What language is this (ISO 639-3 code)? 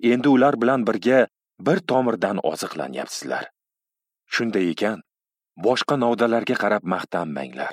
uzb